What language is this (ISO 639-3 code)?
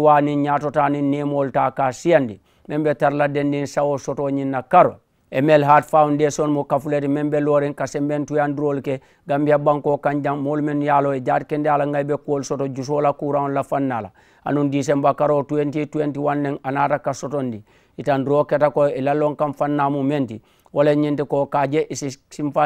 man